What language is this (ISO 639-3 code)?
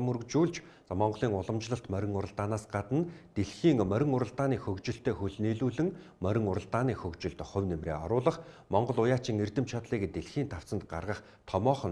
mon